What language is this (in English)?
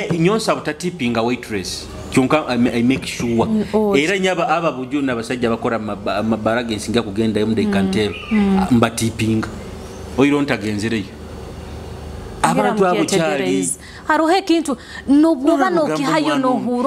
Nyoro